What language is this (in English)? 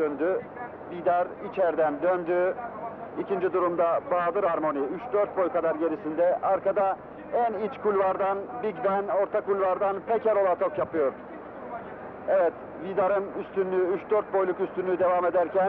Turkish